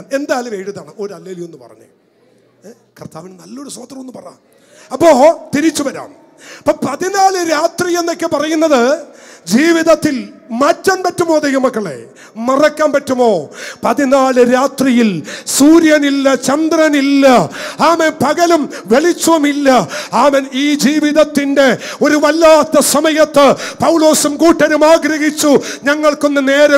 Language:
Malayalam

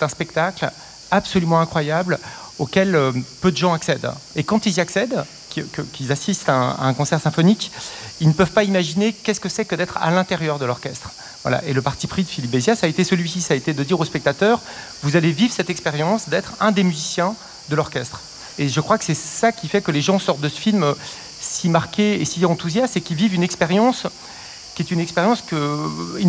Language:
French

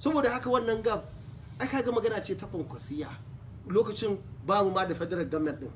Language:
Hausa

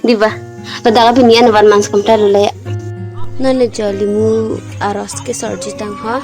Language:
Karbi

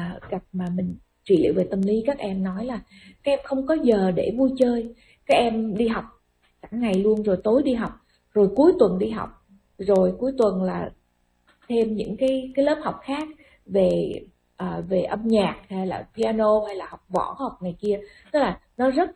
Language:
Vietnamese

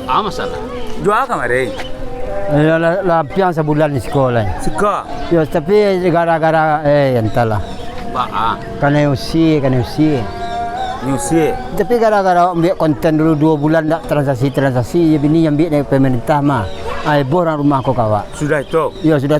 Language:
Minangkabau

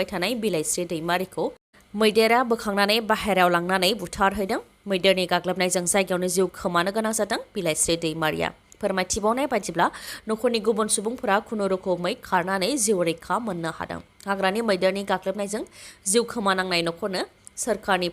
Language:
Bodo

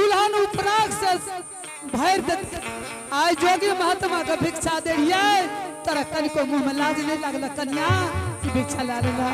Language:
Angika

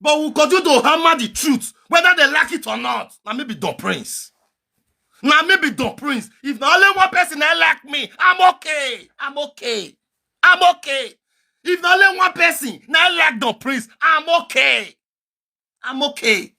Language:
Nigerian Pidgin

